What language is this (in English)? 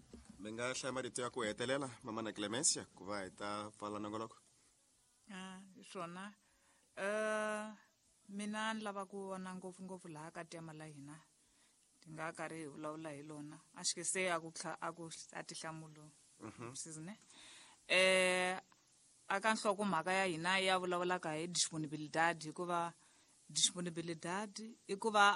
Tsonga